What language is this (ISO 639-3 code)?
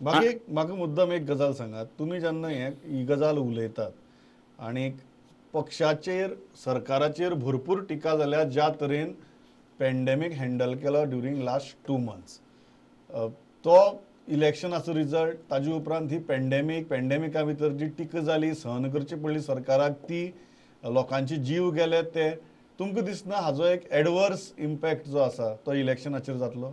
kok